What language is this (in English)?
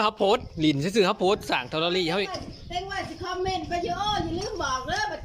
Northeastern Thai